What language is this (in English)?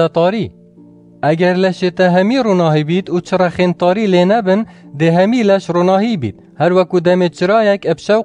Kurdish